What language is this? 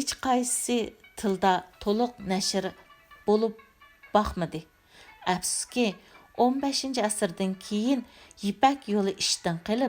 Uyghur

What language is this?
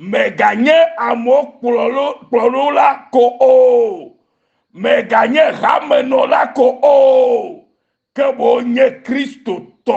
Ewe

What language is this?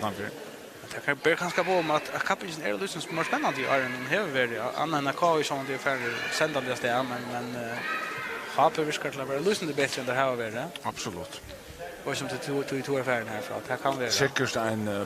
Faroese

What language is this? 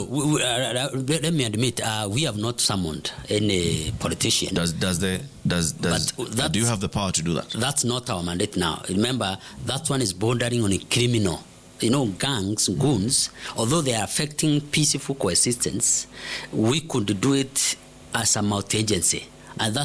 Swahili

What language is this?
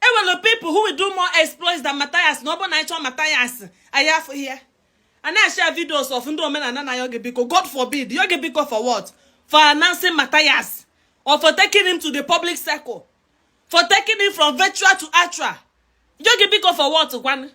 Igbo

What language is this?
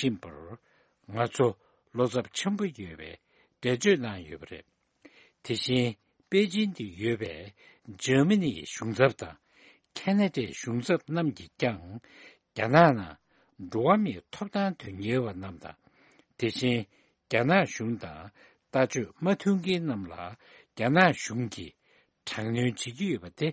Tibetan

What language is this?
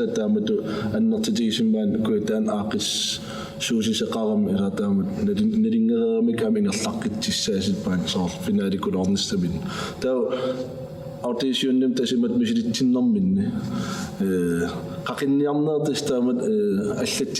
Kalaallisut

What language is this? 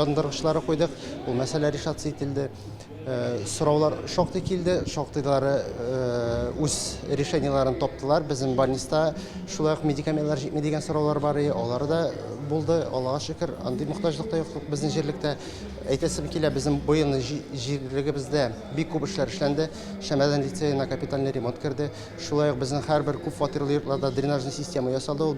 Tatar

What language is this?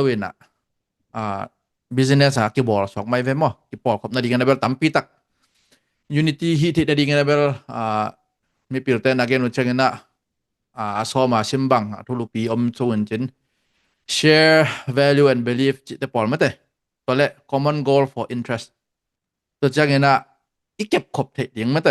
Tedim Chin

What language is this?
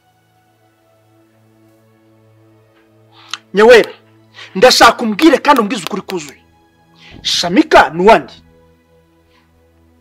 Kinyarwanda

